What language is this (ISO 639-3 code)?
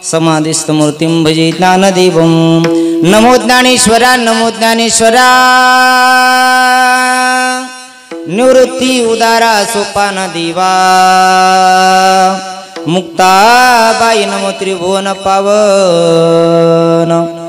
mar